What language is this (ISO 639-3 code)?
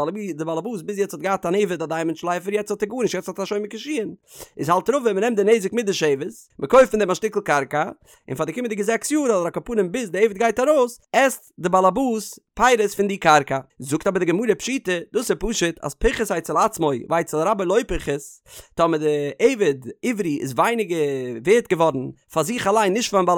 yid